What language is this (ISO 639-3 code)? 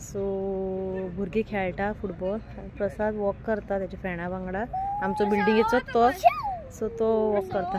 kok